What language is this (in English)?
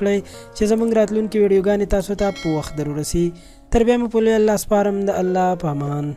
Pashto